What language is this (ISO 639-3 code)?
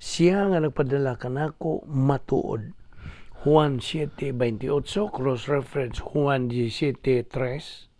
ceb